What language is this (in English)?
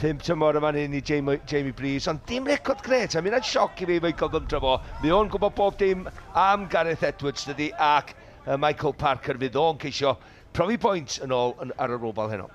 Welsh